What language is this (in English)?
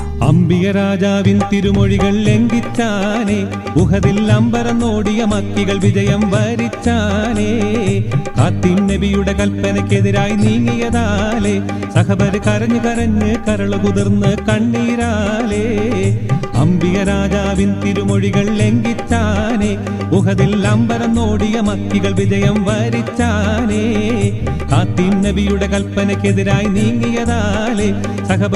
Malayalam